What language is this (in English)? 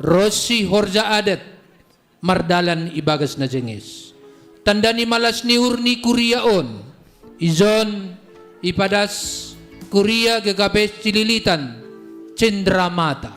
Batak Simalungun